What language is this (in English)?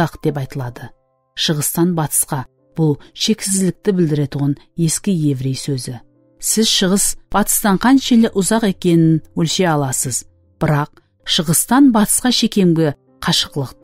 Kara-Kalpak